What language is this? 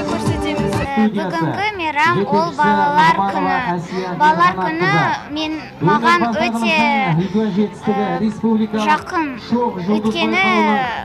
Kazakh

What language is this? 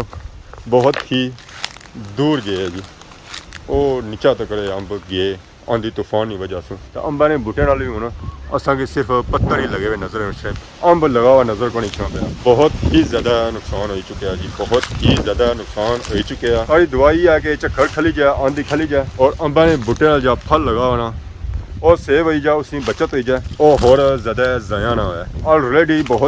Pahari-Potwari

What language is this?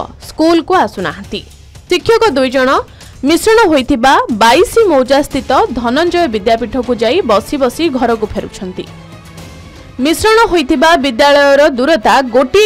Odia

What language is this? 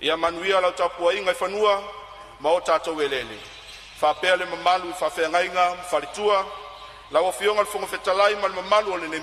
Samoan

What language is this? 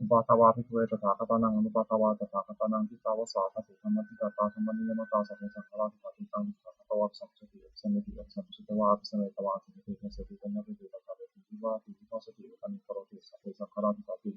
Pali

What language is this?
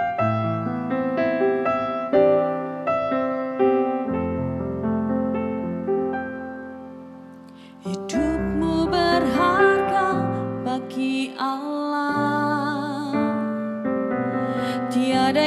Indonesian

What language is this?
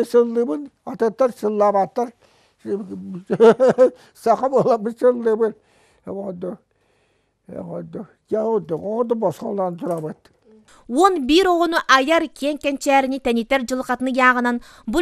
Yakut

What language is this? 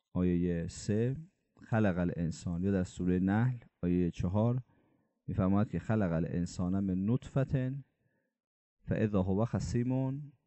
Persian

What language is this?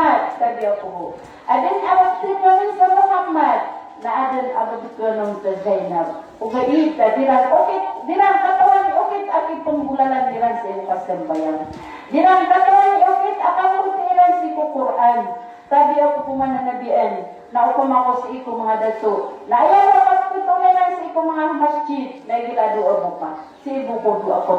Maranao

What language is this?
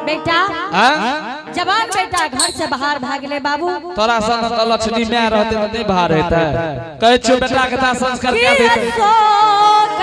Angika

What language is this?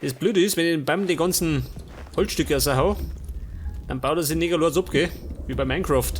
Bavarian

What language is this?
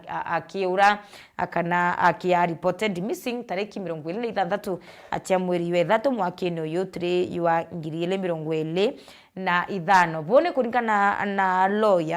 Meru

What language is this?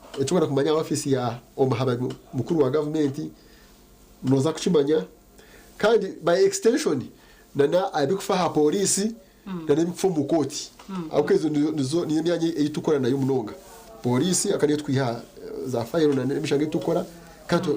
Nyankole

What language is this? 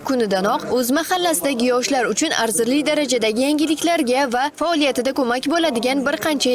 Uzbek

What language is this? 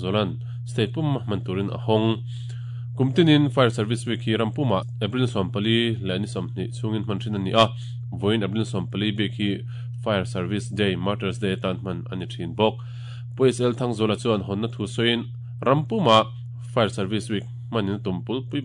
Mizo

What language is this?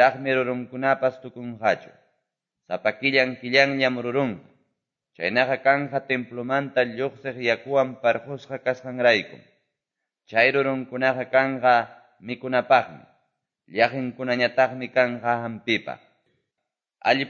Quechua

